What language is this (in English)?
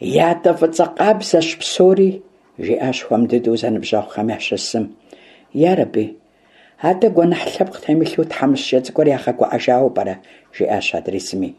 Kabardian